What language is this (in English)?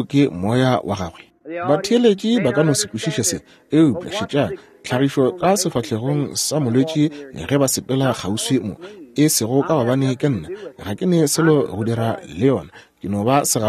Northern Sotho